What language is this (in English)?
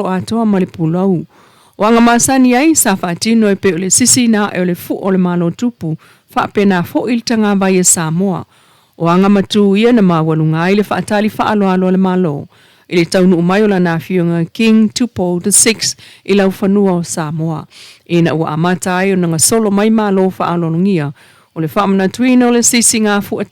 Samoan